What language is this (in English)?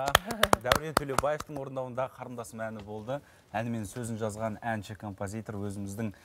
Kazakh